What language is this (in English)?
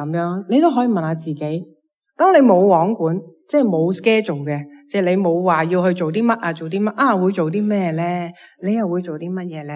Cantonese